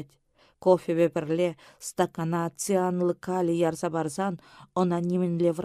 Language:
Chuvash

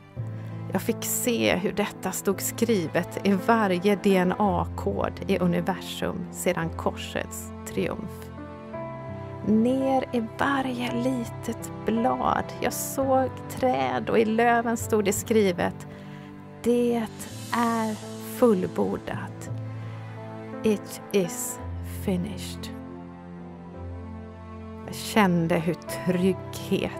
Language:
Swedish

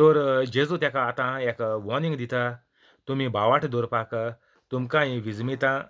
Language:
Konkani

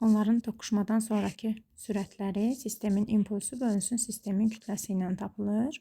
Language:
Azerbaijani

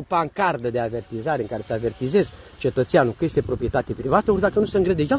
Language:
Romanian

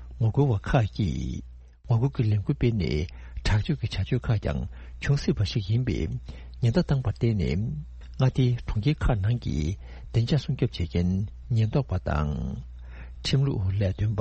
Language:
Tibetan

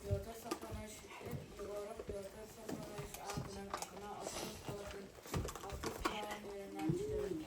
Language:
Yakut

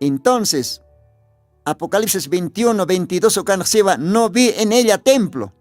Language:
Aymara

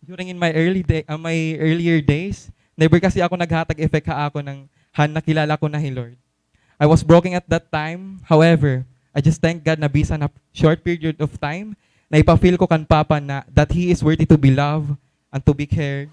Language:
Waray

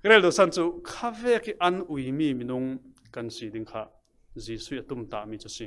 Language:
Falam Chin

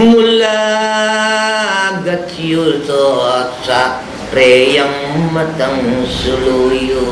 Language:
Pampanga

